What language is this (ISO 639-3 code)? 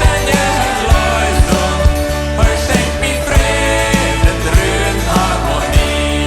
pdt